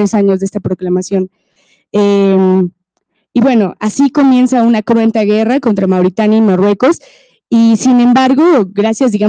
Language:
Spanish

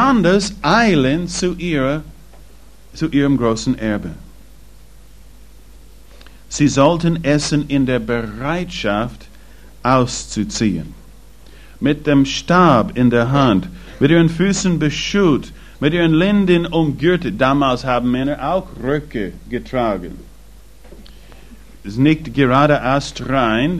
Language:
German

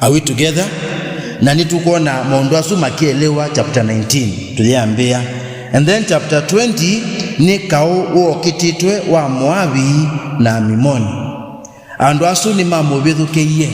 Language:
Kamba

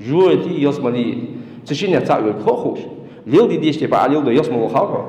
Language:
Ingush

